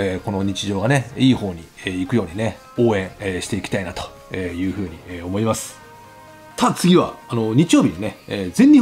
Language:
Japanese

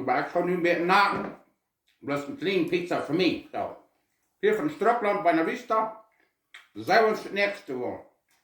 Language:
Plautdietsch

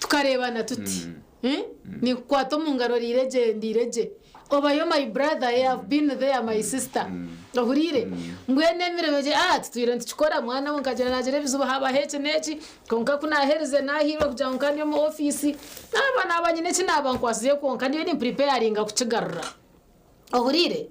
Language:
Nyankole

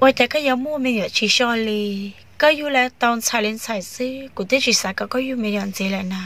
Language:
Hmong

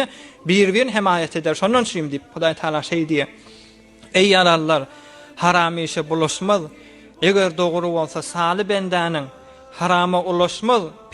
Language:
Turkmen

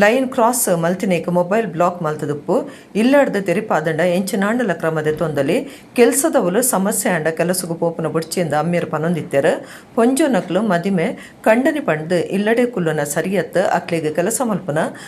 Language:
Tulu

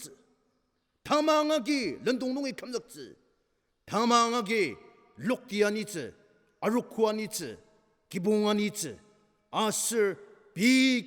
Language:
Ao Naga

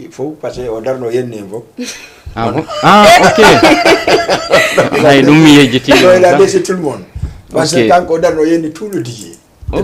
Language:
Fula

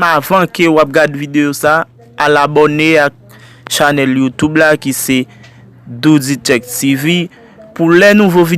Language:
Haitian Creole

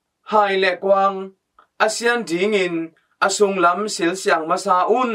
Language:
Tedim Chin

